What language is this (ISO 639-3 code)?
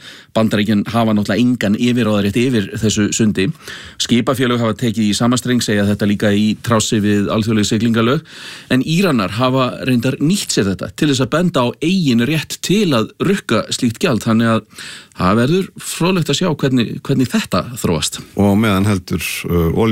isl